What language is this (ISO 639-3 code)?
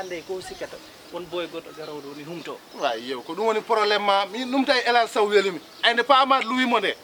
ful